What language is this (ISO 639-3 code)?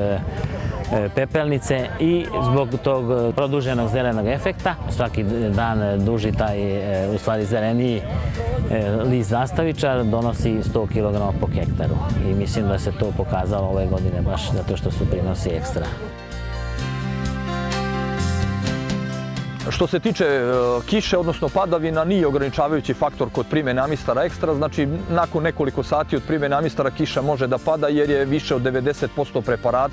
srp